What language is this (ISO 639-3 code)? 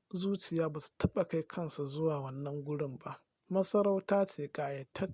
hau